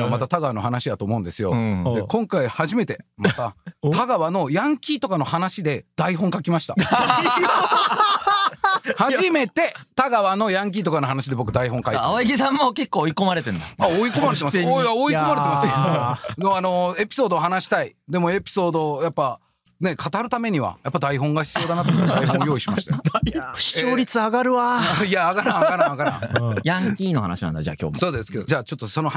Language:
Japanese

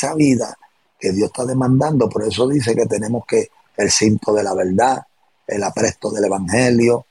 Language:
Spanish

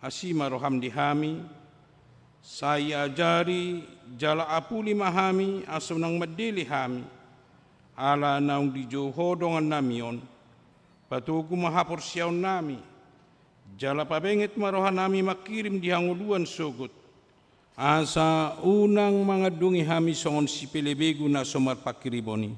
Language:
Batak Toba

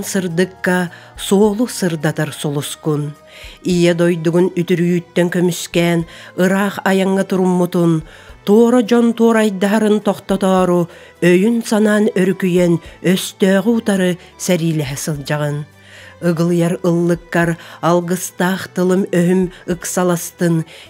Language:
Yakut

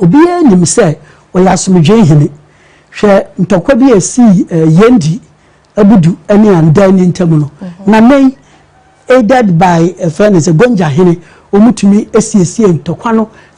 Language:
Akan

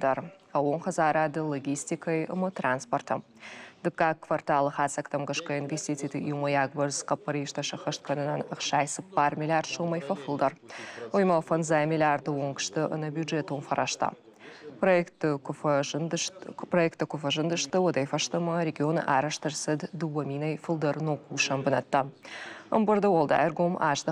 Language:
Ossetic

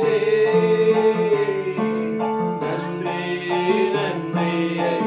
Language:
Tamil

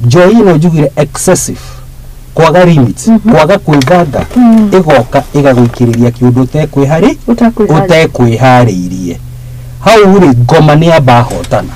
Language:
Kikuyu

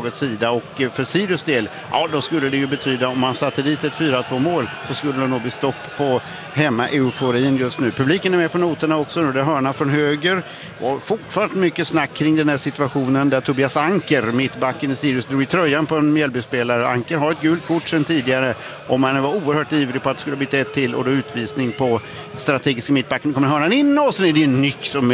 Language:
Swedish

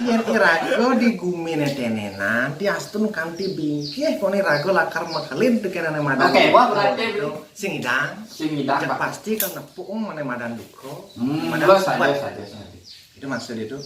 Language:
Balinese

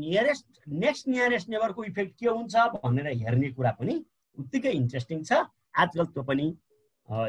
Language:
Nepali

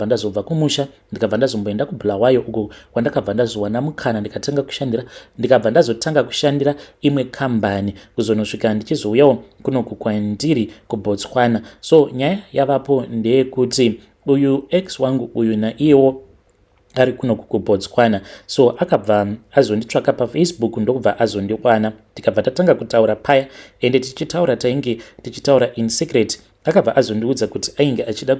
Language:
Shona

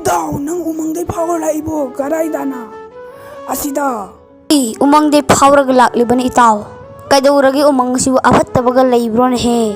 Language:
Manipuri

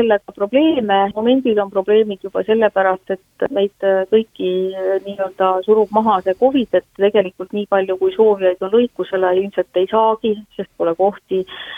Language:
Estonian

